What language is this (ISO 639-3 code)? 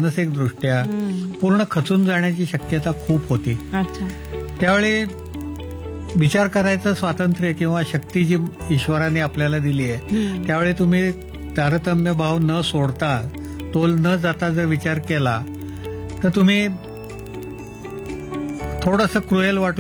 mar